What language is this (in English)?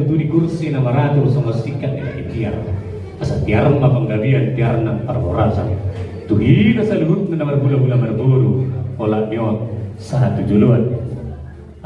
Batak Toba